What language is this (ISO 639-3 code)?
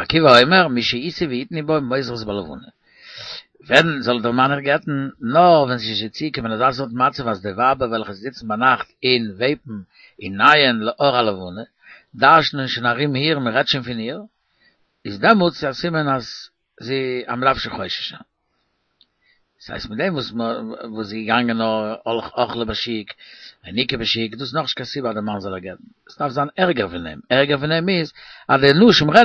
yid